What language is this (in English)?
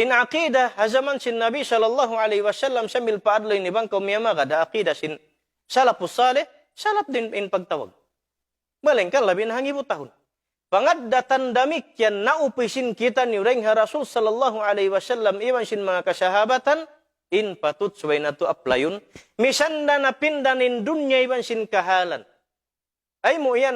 Tausug